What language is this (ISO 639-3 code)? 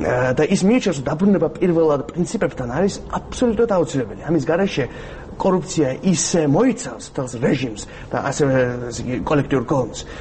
kat